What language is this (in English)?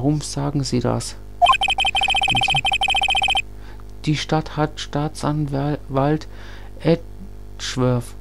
German